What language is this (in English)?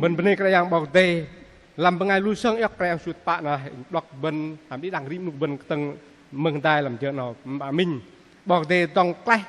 Bahnar